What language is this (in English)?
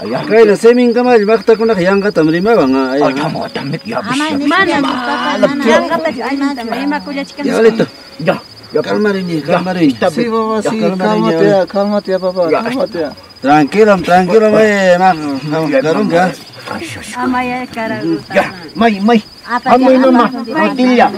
Ayacucho Quechua